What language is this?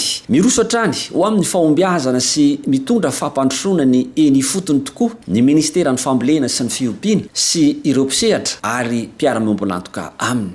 Malagasy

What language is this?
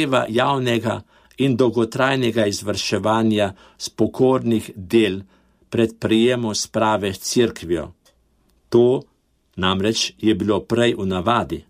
Slovenian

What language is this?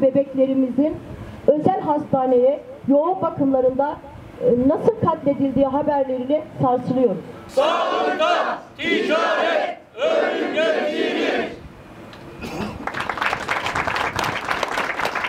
Turkish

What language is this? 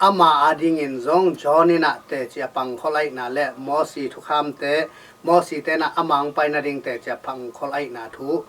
Tedim Chin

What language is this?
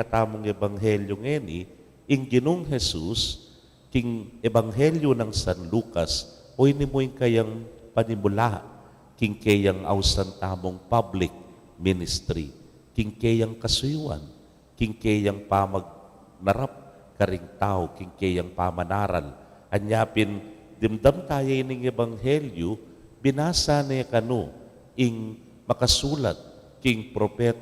Pampanga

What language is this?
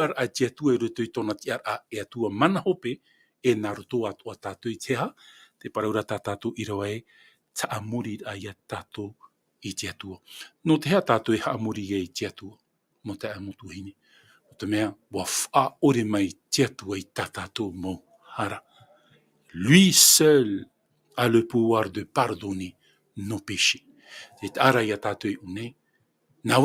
Tahitian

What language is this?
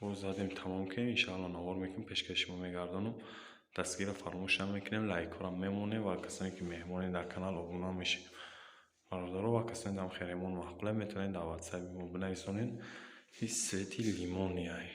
Tajik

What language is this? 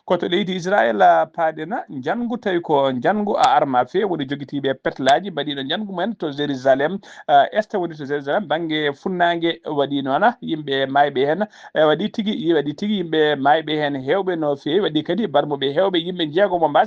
Fula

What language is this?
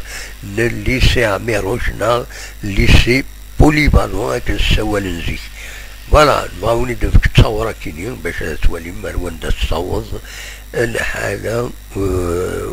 Kabyle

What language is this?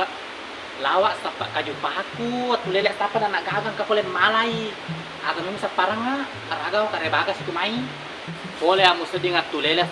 Buginese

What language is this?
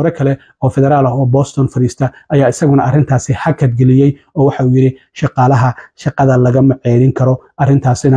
Somali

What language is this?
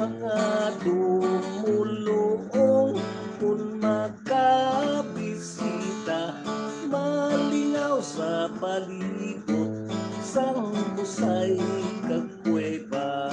Hiligaynon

